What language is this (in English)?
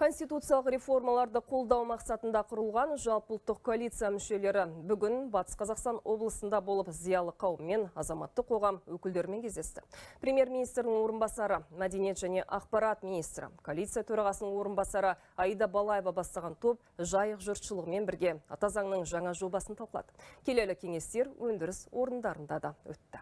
Kazakh